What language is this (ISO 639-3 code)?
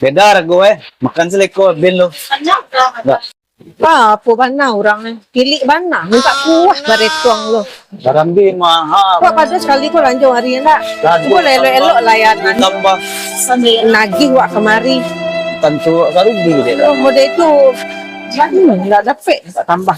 min